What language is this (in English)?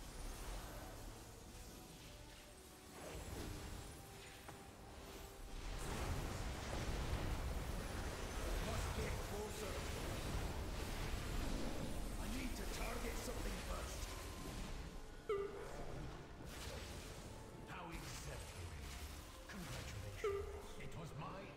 English